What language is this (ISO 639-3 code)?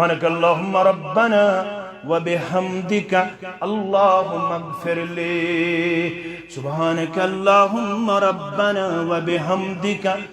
kas